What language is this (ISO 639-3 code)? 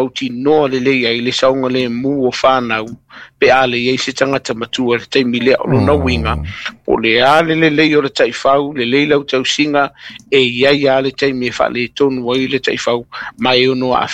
smo